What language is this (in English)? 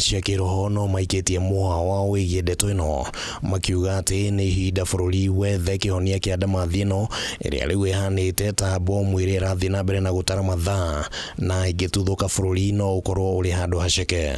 Kikuyu